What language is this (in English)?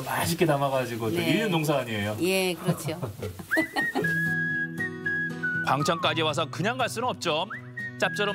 Korean